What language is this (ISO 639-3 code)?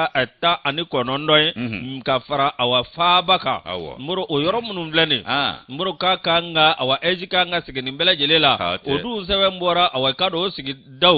bam